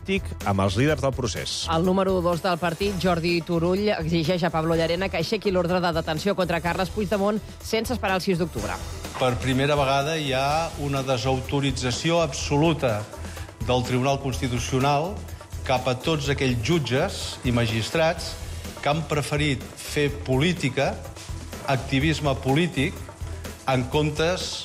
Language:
Catalan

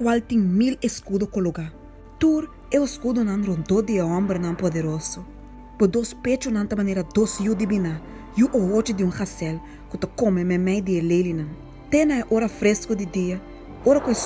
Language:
Papiamento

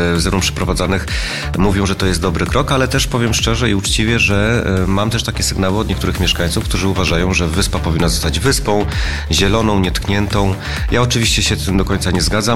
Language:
Polish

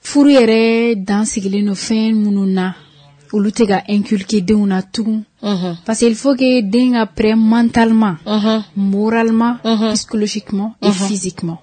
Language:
Bambara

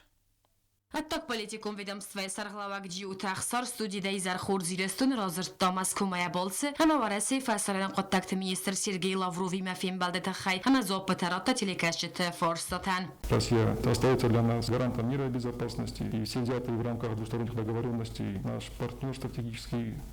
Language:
Ossetic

